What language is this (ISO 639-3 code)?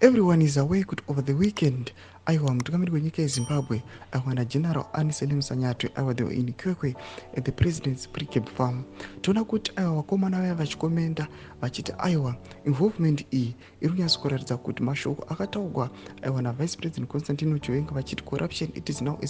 sna